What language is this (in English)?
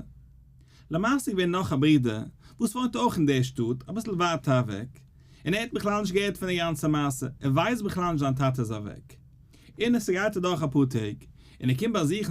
Yiddish